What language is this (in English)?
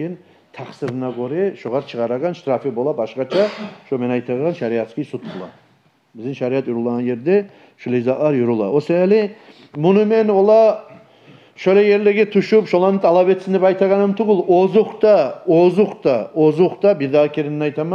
Kumyk